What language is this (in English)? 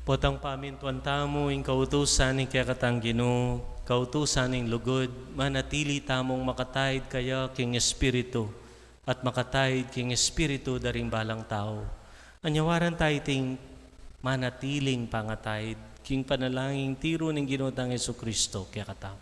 Pampanga